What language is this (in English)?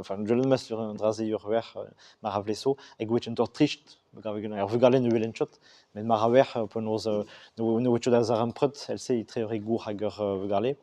Breton